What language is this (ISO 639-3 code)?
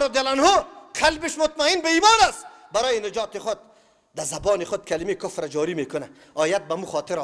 fas